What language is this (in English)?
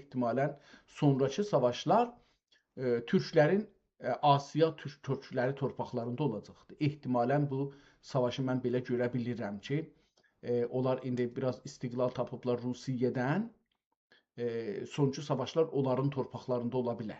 South Azerbaijani